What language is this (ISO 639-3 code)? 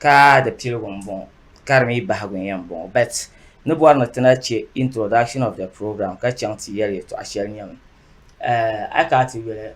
dag